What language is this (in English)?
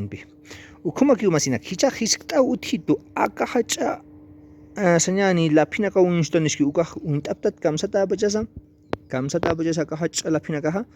Aymara